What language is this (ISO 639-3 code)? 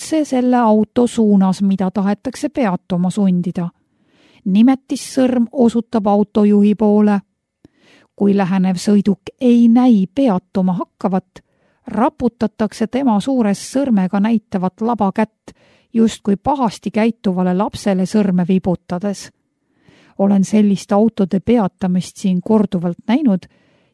est